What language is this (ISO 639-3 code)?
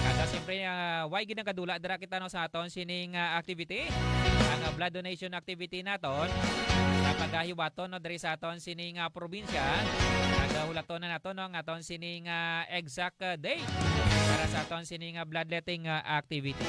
hil